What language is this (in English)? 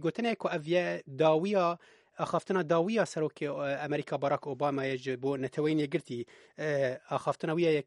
Kurdish